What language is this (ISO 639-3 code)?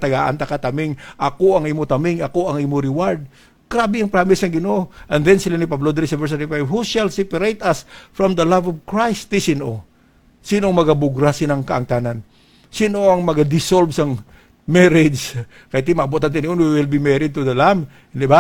hil